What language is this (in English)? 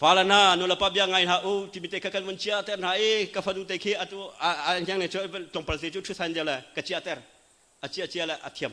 Hakha Chin